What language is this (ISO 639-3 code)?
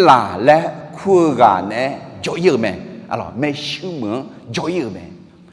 ahk